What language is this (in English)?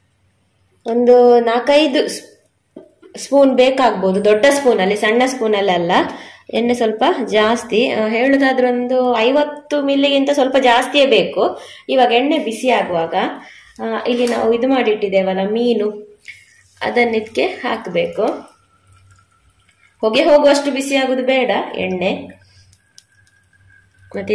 Kannada